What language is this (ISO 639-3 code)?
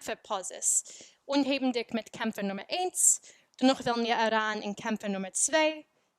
yid